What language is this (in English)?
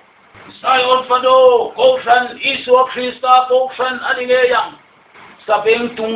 Mizo